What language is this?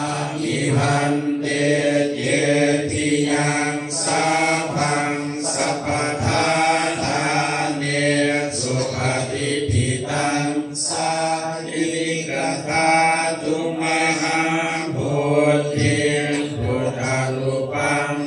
Lao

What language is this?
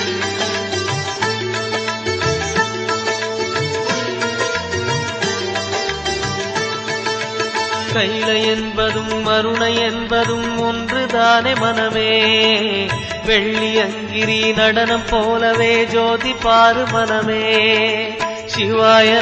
Tamil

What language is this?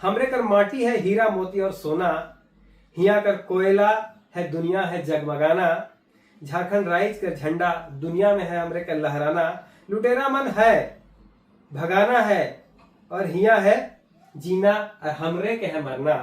Sadri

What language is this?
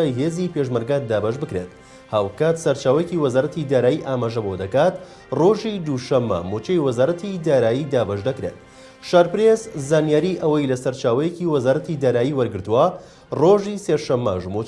Central Kurdish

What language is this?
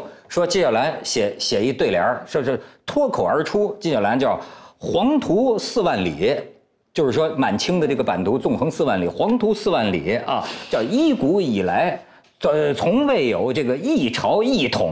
Chinese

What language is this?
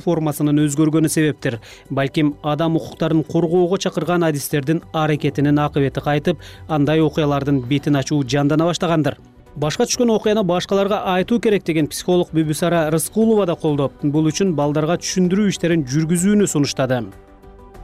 Kyrgyz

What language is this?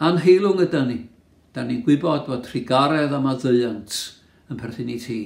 Welsh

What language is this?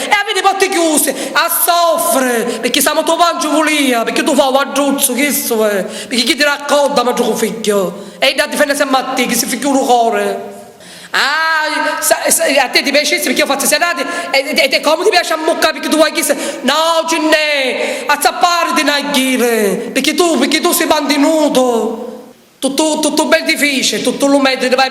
Sicilian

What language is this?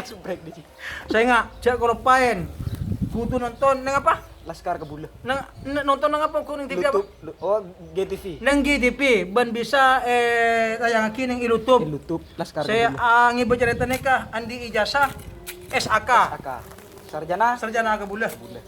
Madurese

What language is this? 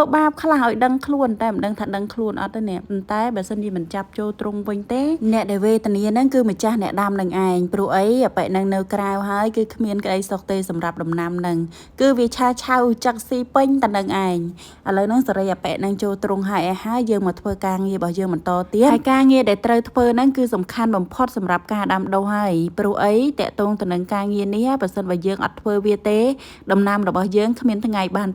Khmer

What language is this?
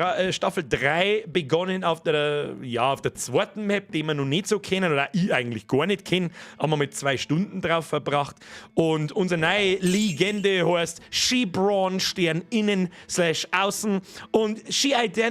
Bavarian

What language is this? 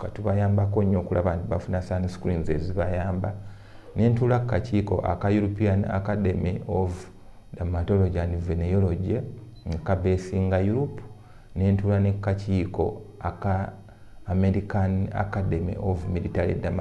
Ganda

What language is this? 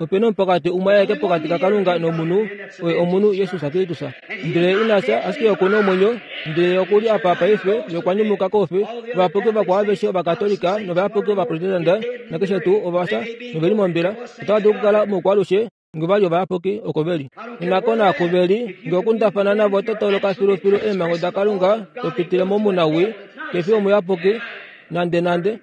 Kuanyama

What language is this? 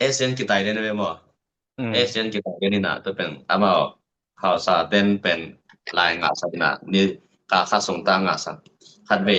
Tedim Chin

